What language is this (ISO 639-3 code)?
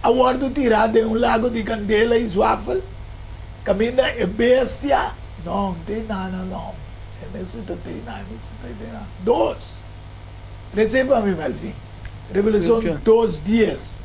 pap